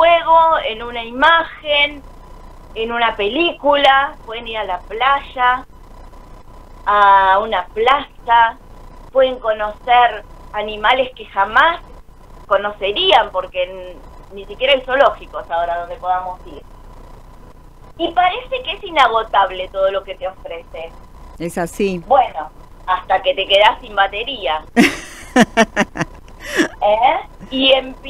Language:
Spanish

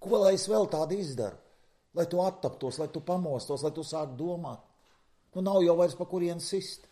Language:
Latvian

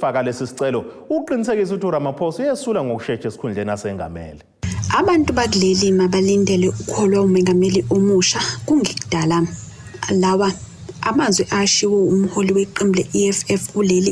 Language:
Zulu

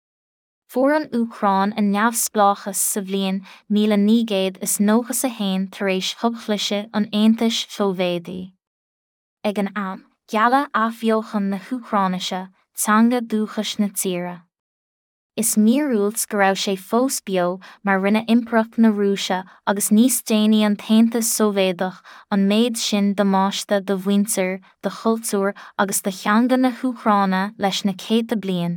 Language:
Irish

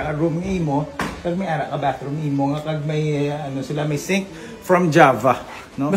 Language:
Hiligaynon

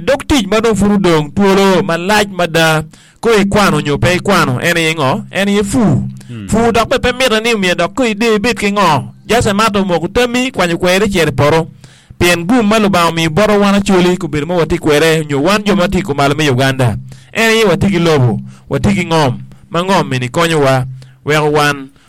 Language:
Acoli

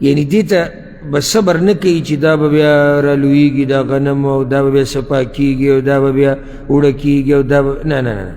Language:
Pashto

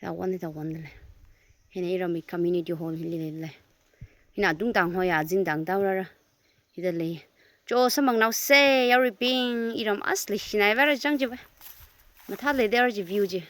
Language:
Tangkhul Naga (India)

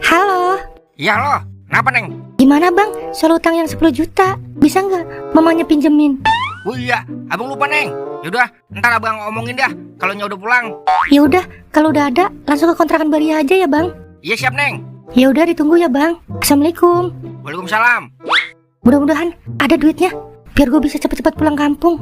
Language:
Betawi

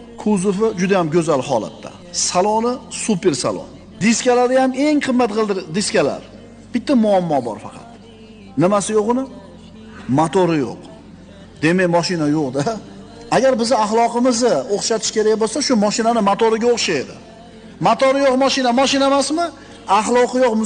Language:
Uzbek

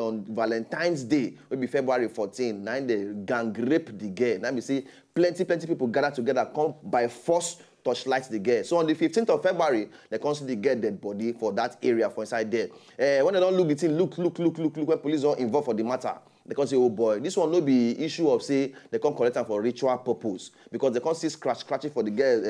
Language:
Nigerian Pidgin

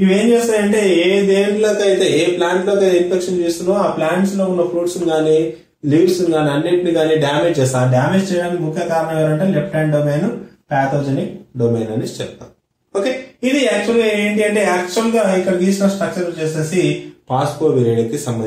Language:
Telugu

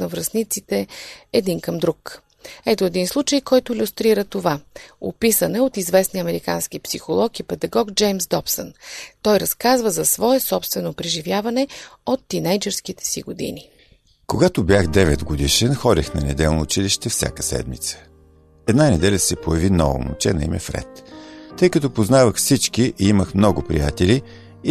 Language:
Bulgarian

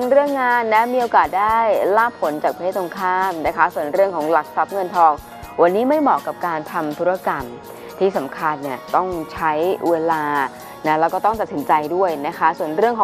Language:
Thai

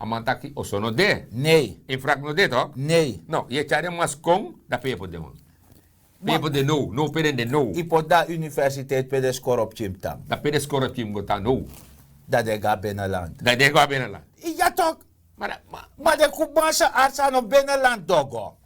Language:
Sranan Tongo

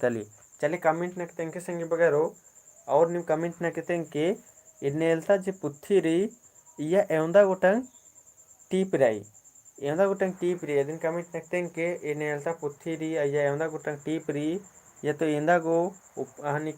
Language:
Kurukh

